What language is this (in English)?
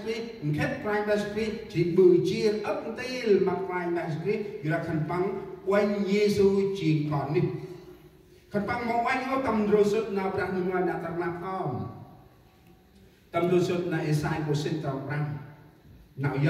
Central Mnong